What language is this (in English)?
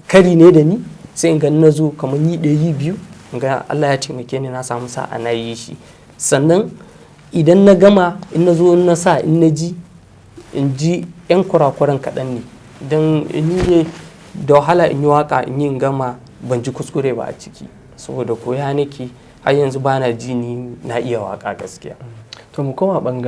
Hausa